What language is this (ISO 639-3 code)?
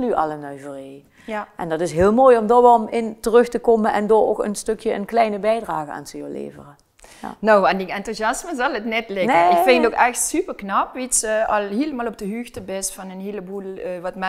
lim